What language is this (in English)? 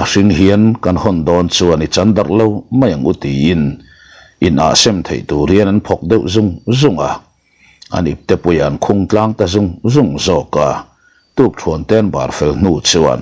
Mizo